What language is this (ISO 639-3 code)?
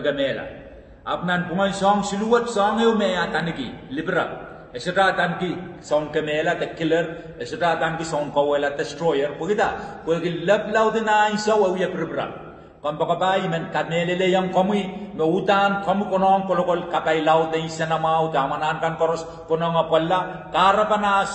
pon